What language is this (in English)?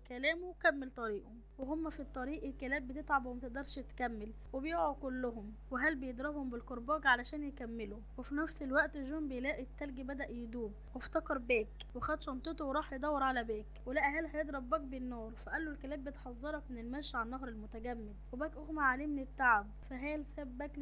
Egyptian Arabic